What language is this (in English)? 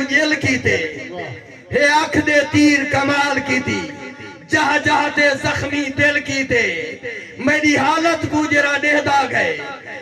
Saraiki